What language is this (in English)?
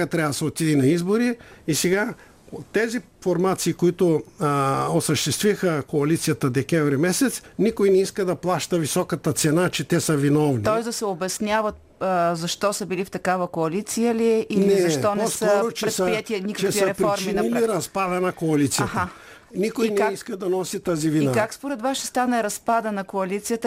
Bulgarian